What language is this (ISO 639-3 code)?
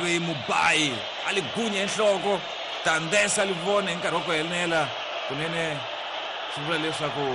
tso